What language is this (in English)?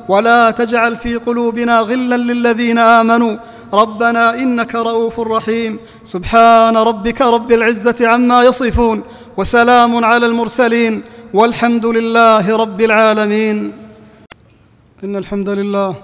Arabic